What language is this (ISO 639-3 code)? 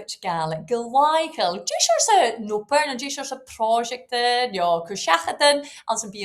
gla